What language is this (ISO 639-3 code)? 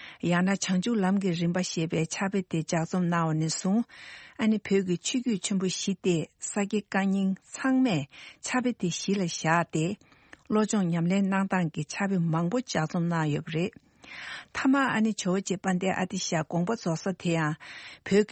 bod